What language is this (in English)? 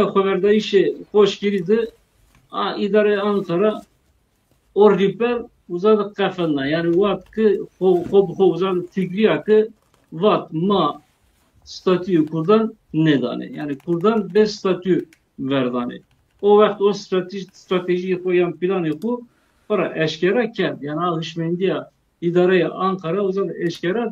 Zaza